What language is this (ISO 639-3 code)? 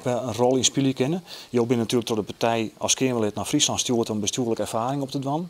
fry